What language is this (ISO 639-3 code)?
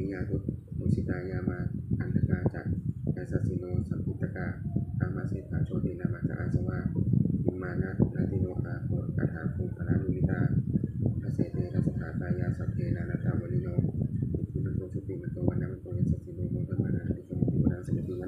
pli